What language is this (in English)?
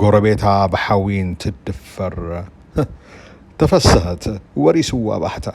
Tigrinya